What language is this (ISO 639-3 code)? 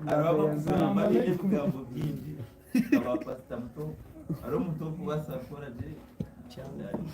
nyn